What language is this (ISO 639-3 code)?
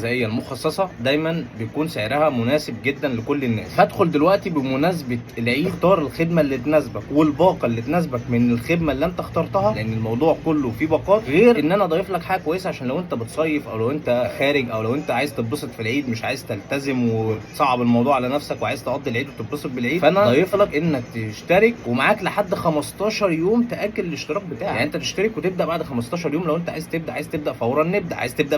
arz